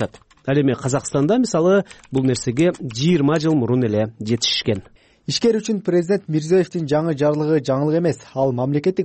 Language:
Kyrgyz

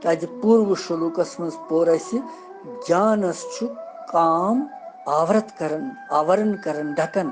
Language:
Kashmiri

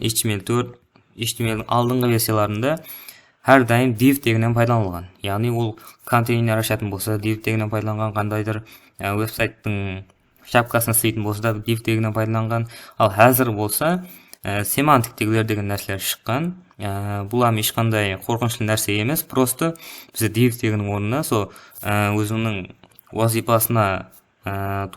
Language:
Kara-Kalpak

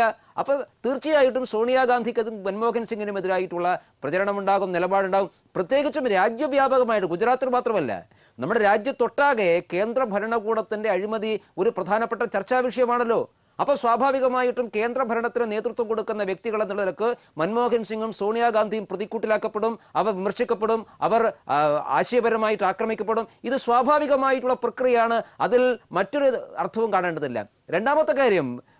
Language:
Malayalam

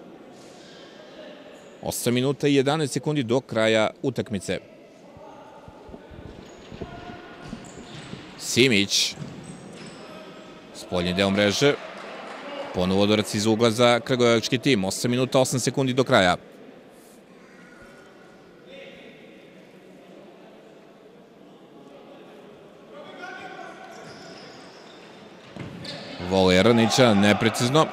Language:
Serbian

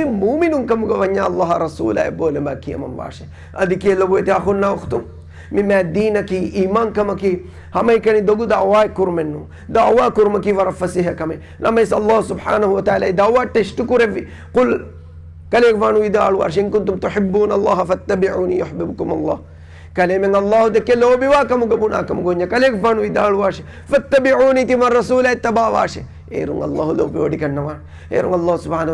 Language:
Divehi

